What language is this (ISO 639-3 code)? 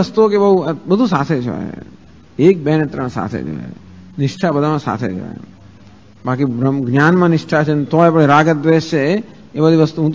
guj